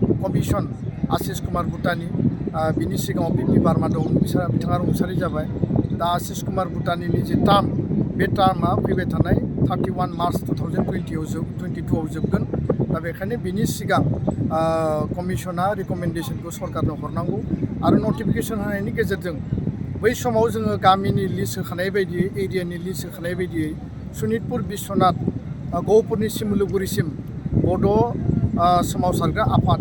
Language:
Bodo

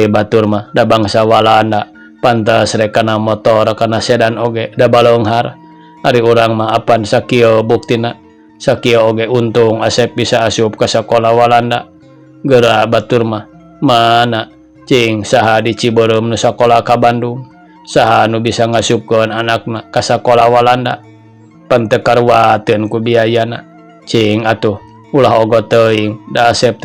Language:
Sundanese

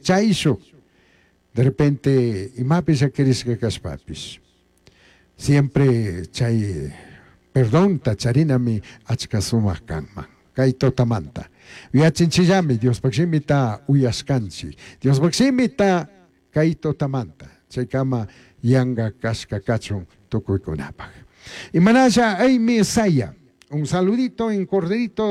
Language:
Chimborazo Highland Quichua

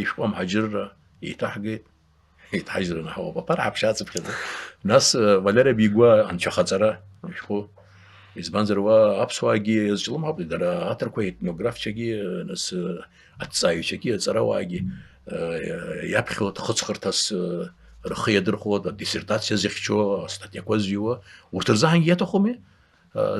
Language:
Abkhazian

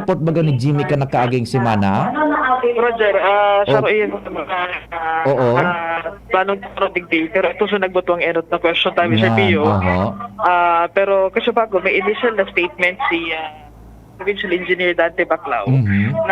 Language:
Bikol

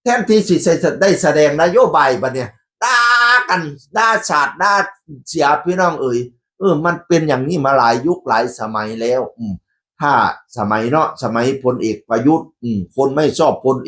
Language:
Northeastern Thai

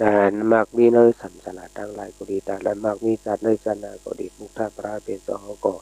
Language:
Shan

